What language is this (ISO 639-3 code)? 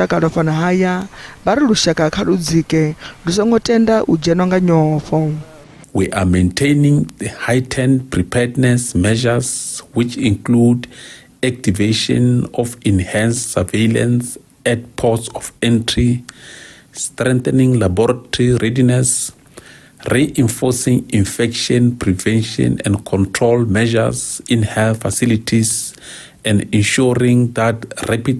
ven